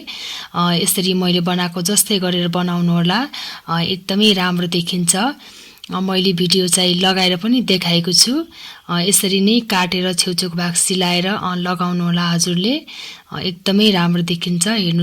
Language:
Nepali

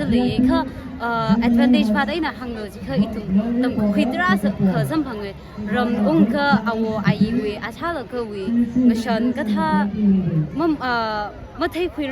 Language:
Tangkhul Naga (India)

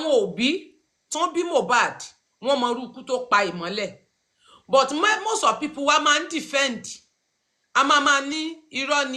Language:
Yoruba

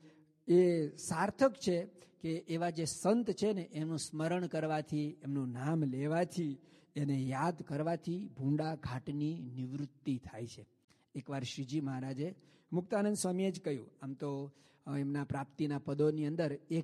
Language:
Gujarati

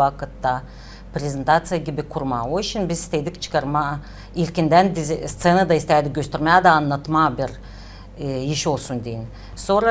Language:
Gagauz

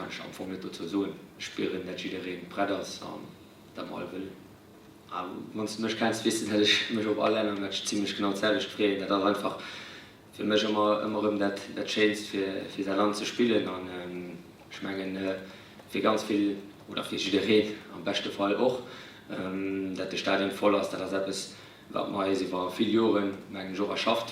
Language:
Luxembourgish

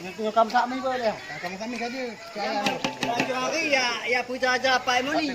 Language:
Achinese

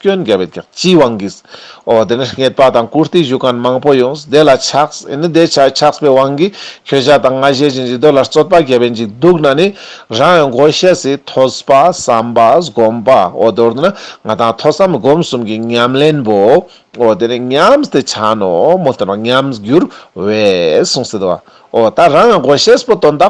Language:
Ladakhi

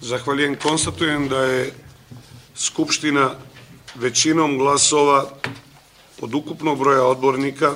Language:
Serbian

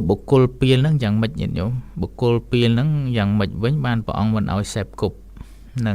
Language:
Khmer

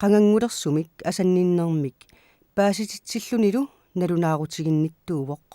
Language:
Kalaallisut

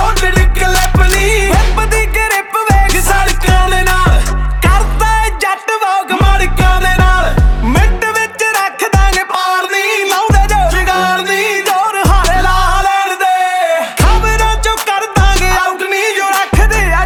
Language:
Punjabi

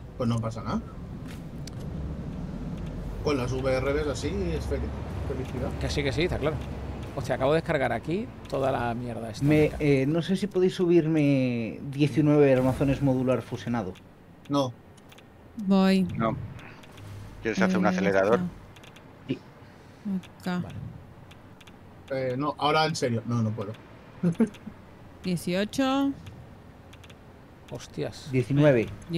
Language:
Spanish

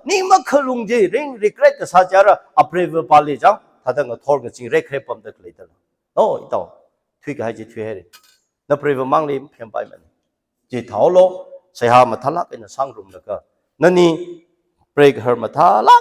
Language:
Tangkhul Naga (India)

